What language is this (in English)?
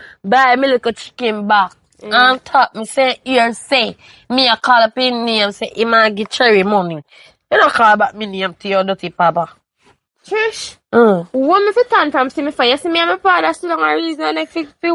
Jamaican Creole English